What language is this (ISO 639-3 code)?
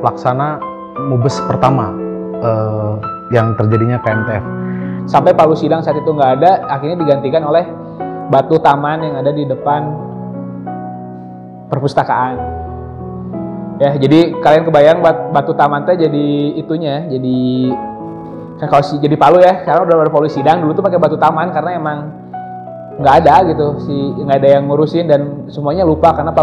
ind